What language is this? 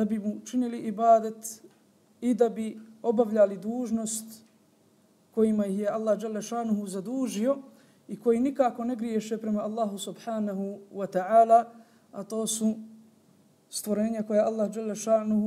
Bosnian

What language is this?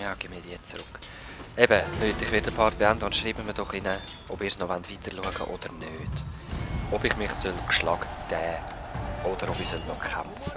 Swiss German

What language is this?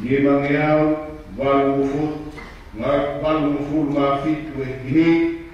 Tongan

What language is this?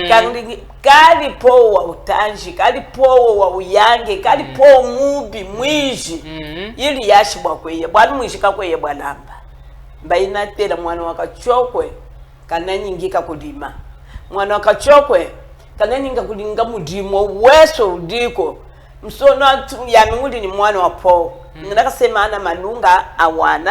Chokwe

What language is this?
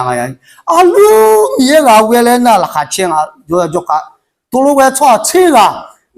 Akha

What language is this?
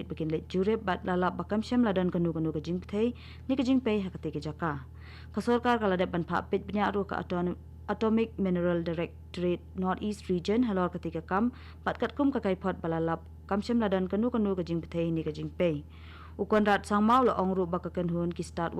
Khasi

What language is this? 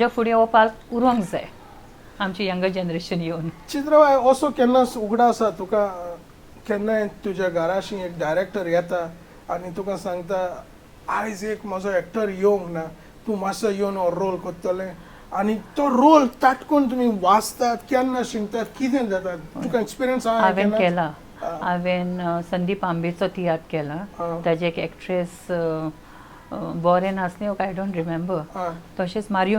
Konkani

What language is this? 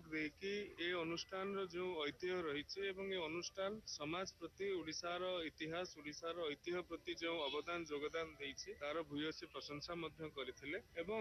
Odia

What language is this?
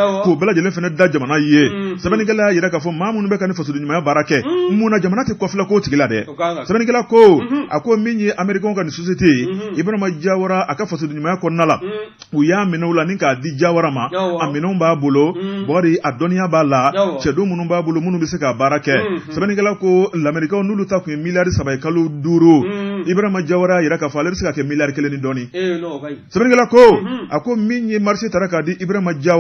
Bambara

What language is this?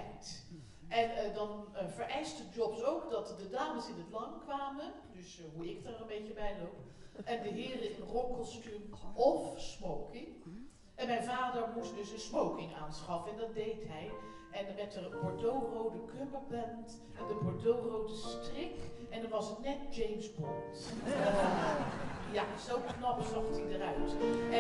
Dutch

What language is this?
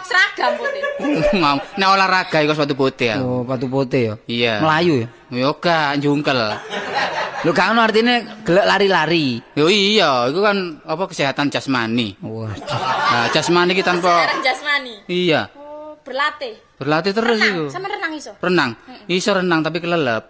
Javanese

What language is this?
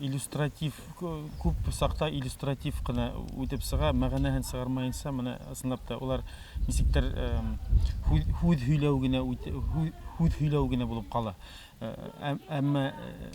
Bashkir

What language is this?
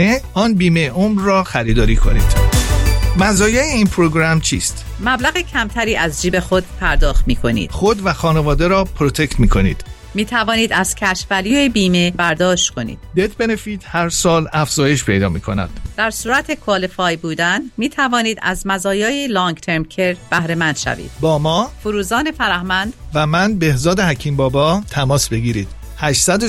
Persian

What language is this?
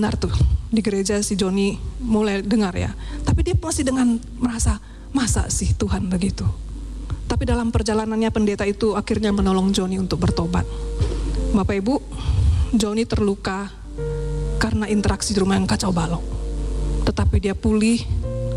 Indonesian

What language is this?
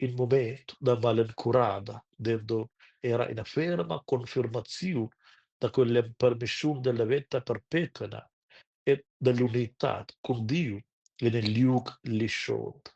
Romansh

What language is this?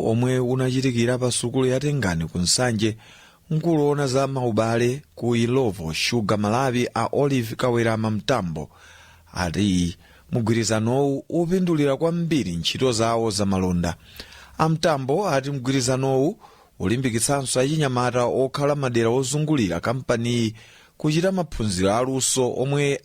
Nyanja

